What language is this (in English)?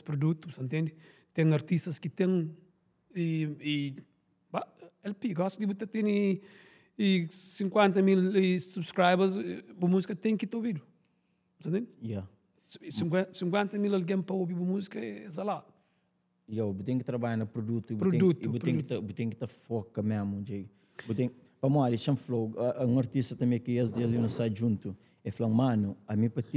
Kabuverdianu